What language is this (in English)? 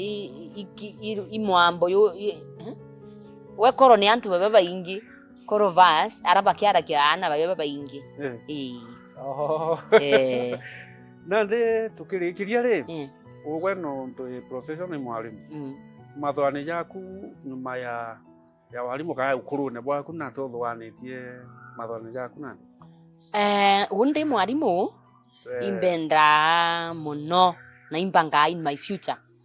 Meru